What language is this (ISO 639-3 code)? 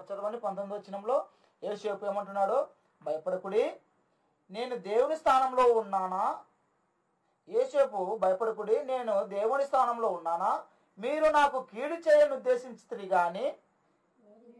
tel